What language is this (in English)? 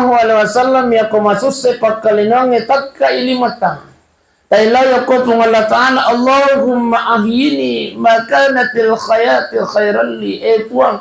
Buginese